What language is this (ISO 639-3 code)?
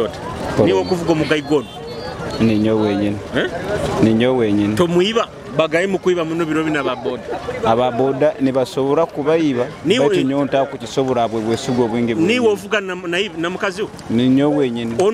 nyo